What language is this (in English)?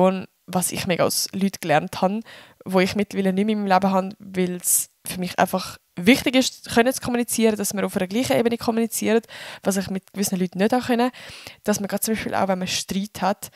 Swiss German